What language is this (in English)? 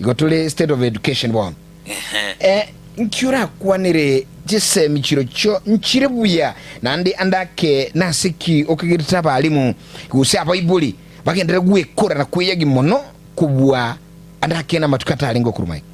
Gusii